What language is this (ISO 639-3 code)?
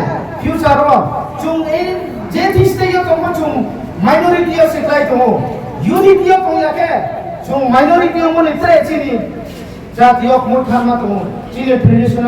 ria